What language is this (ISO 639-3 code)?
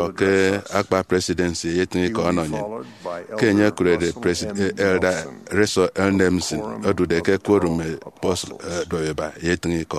efi